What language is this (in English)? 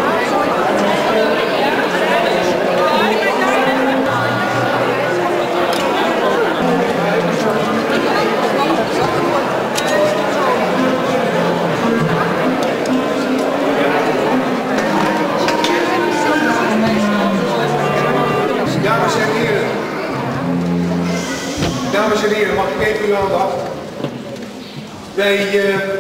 Dutch